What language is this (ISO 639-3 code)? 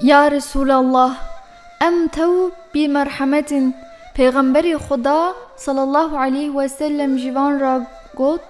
kur